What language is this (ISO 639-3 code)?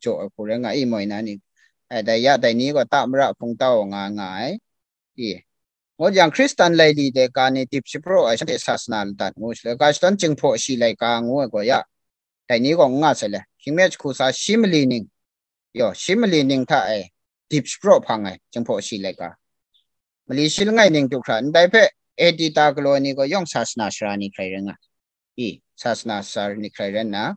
kac